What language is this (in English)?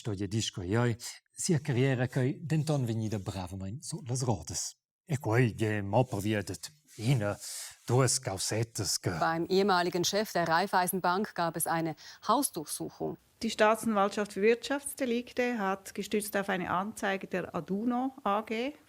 Romansh